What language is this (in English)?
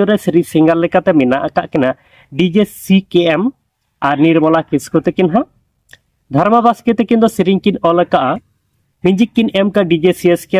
Santali